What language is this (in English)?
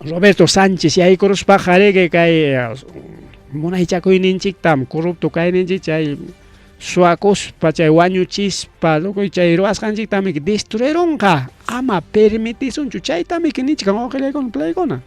Ayacucho Quechua